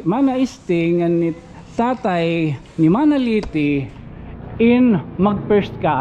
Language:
Waray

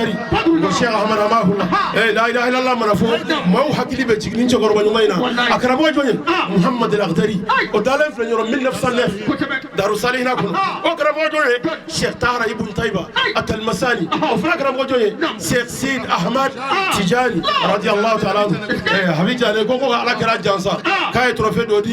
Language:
Bambara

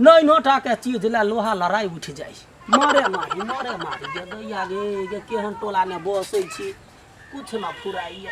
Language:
Maithili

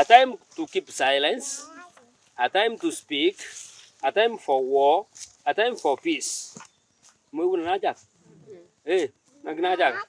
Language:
Gusii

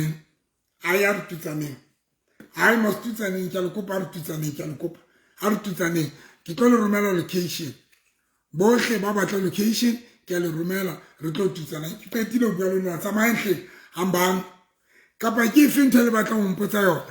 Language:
Southern Sotho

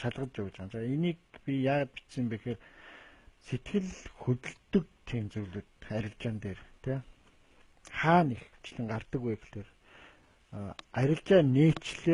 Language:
Mongolian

